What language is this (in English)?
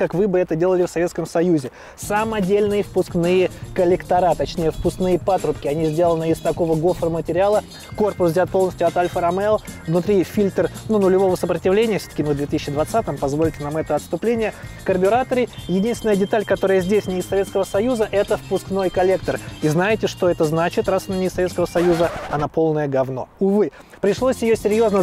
Russian